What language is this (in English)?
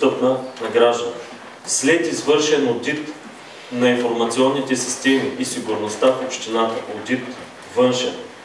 Bulgarian